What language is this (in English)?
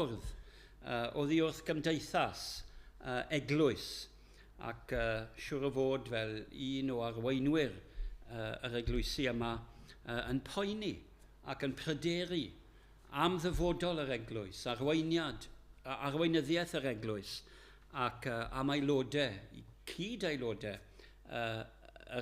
Welsh